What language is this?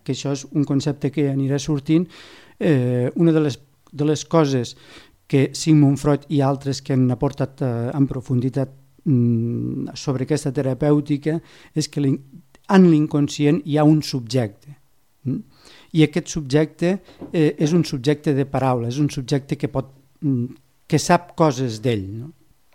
Catalan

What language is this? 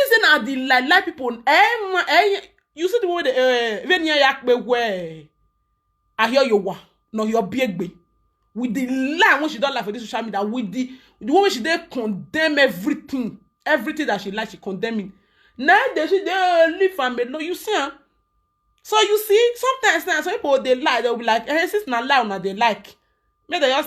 Nigerian Pidgin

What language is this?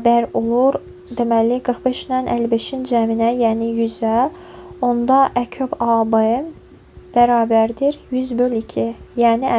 Azerbaijani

